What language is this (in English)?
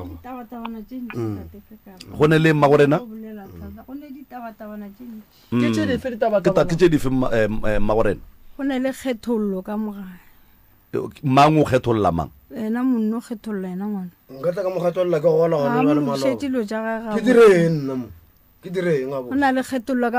Northern Sotho